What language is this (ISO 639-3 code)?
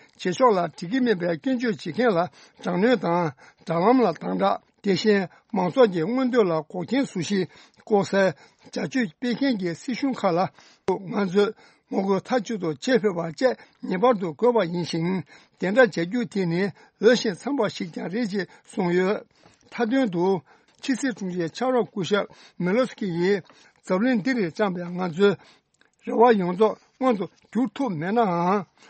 bod